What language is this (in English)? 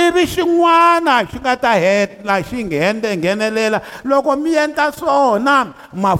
Tsonga